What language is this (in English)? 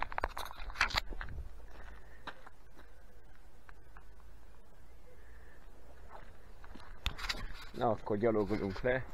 Hungarian